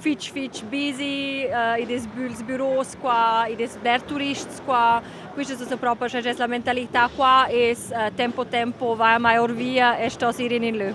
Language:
Romansh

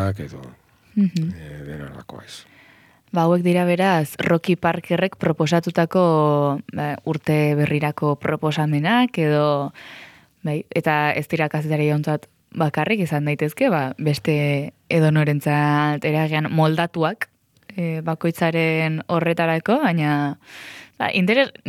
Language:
Basque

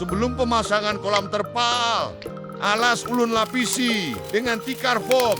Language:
Banjar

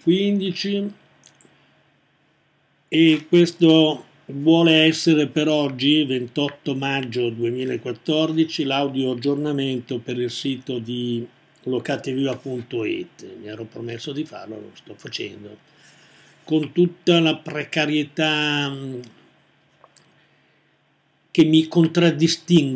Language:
Italian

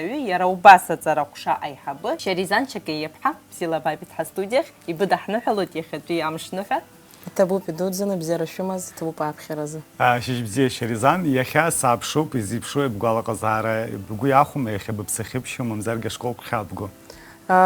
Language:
Abkhazian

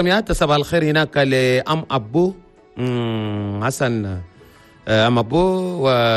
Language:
Chadian Arabic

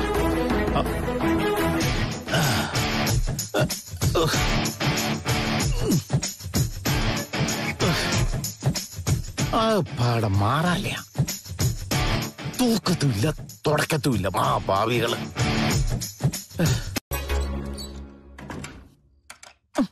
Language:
Malayalam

